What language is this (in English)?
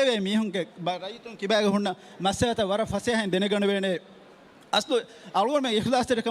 Divehi